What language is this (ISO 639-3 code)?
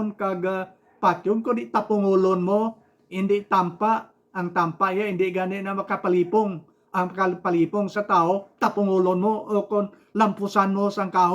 hil